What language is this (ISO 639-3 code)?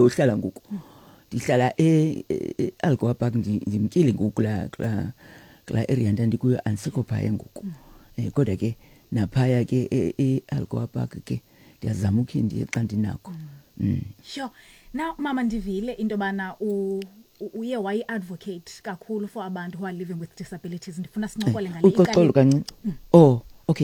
xho